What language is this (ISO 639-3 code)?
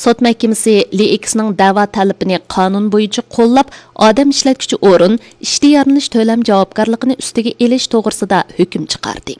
uig